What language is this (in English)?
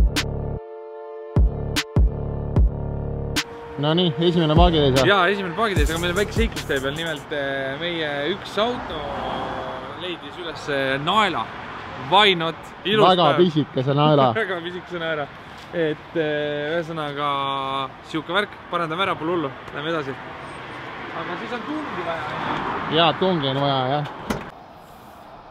Estonian